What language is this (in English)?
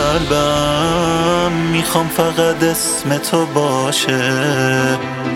Persian